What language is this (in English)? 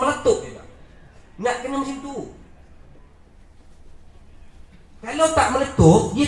Malay